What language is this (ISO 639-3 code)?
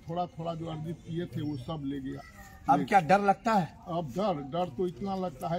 hin